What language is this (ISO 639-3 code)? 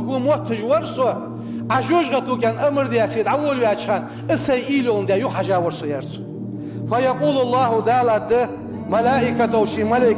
inh